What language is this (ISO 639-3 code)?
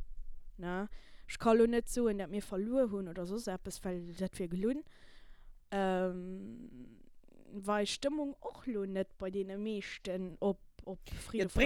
ltz